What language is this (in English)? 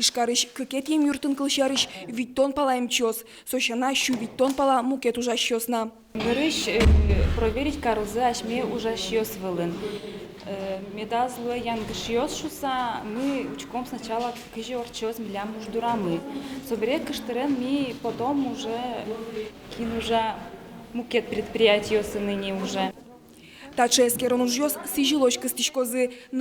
Udmurt